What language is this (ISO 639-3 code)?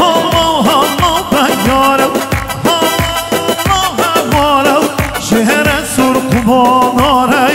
kur